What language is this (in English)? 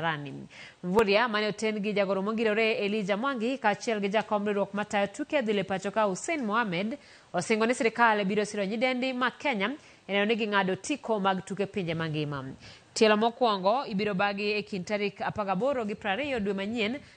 Luo (Kenya and Tanzania)